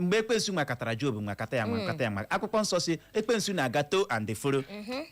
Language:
Igbo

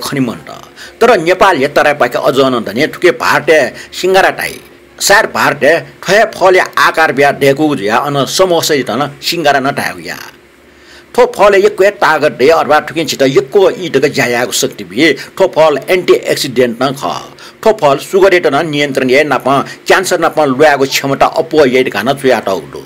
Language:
Newari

